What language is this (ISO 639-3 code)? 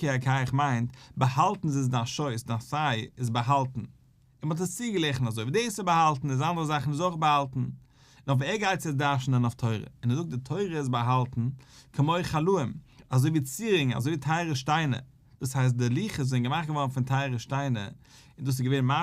yid